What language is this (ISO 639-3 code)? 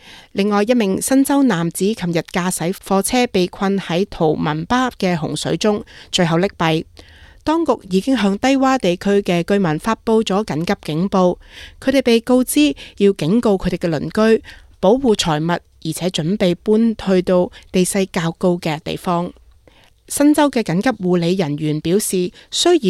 yue